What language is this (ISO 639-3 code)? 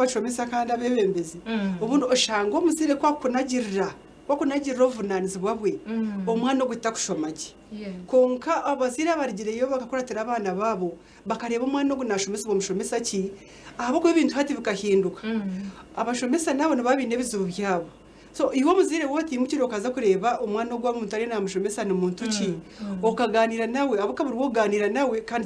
nyn